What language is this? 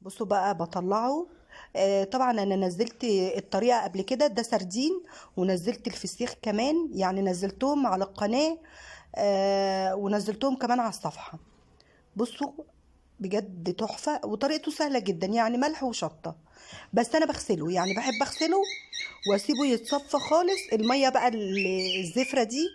Egyptian Arabic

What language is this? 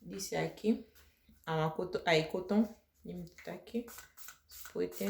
Saramaccan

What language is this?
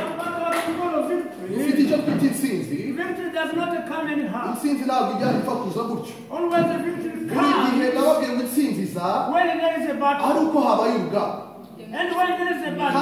Kinyarwanda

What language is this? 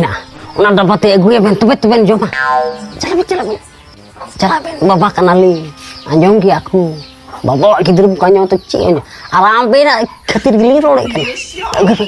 Santali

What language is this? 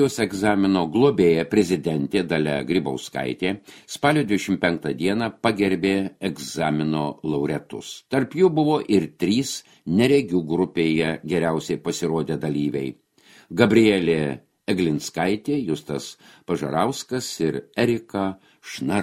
Lithuanian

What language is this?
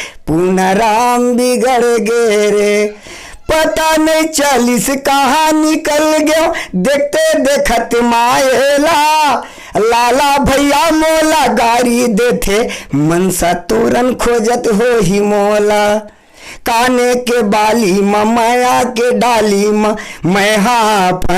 Chhattisgarhi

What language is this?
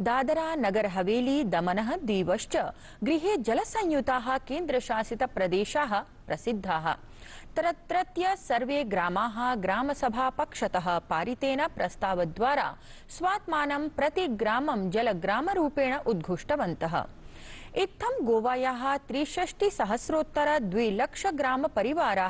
Sanskrit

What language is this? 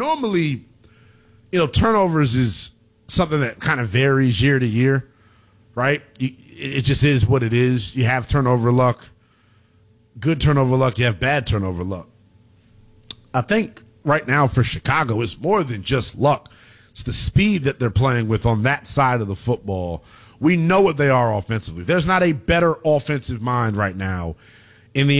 English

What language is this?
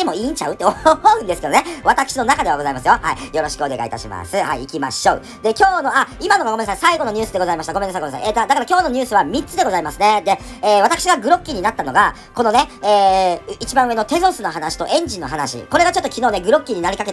Japanese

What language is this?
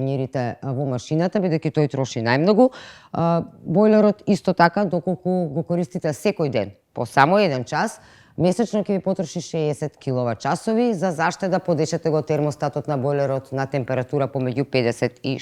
Macedonian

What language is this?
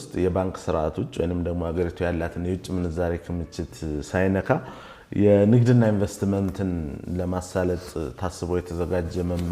Amharic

